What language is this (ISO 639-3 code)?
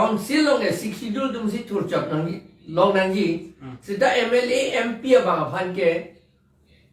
mjw